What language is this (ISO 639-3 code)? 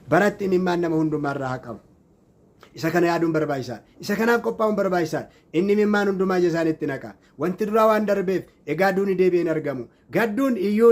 orm